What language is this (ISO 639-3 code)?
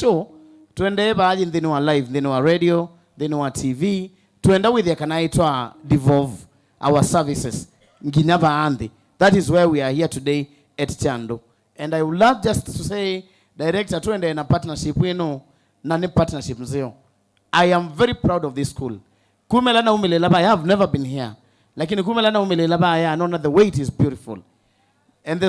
kam